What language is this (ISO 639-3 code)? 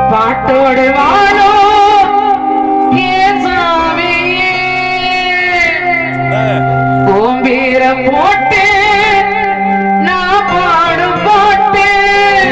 tam